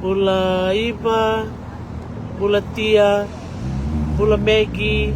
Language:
Fijian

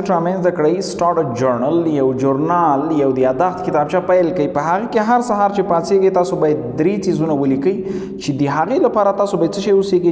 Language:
Pashto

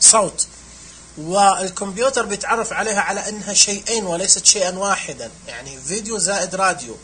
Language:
Najdi Arabic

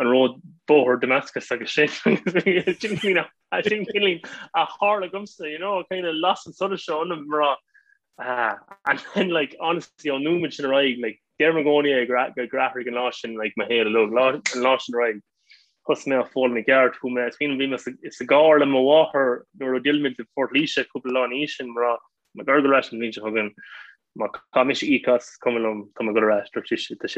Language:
Irish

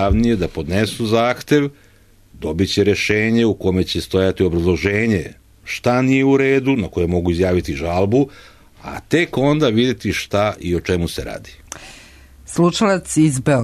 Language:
Serbian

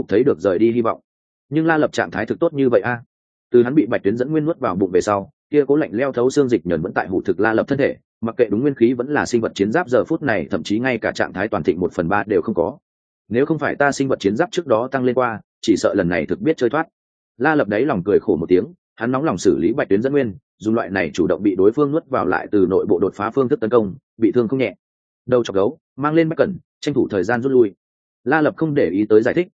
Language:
Vietnamese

